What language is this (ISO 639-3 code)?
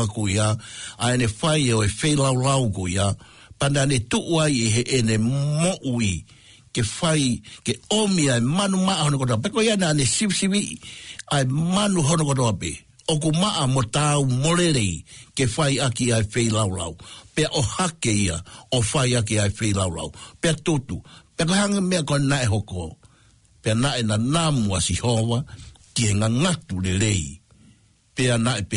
ton